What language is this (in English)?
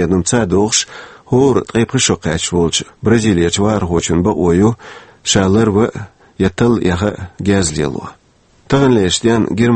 Chechen